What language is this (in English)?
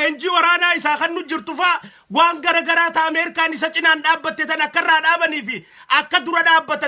Oromo